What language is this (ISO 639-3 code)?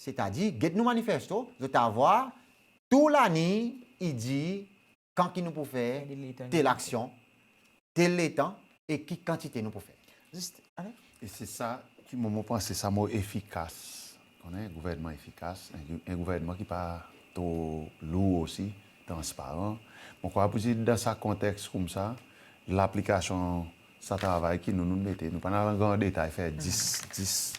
crs